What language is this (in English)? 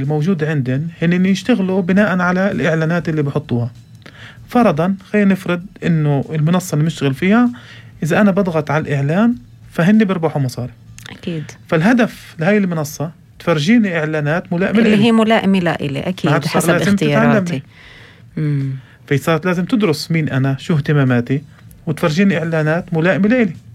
North Levantine Arabic